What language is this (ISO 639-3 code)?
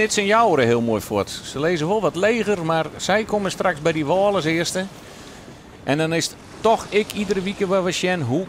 fry